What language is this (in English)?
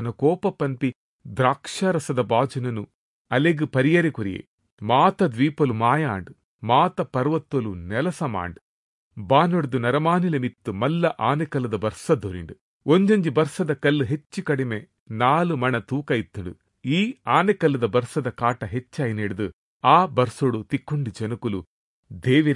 Tulu